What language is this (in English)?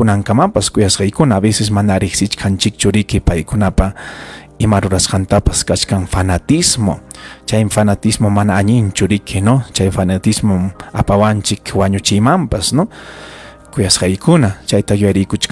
Ayacucho Quechua